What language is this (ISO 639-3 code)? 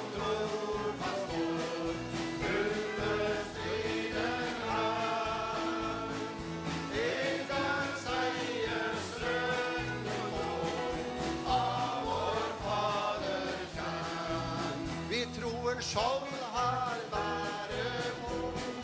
nor